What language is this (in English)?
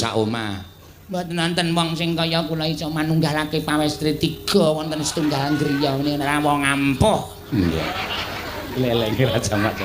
Javanese